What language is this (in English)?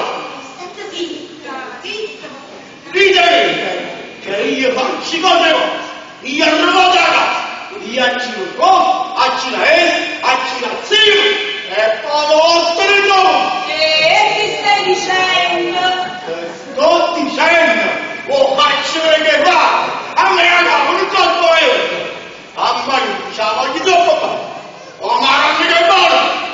Neapolitan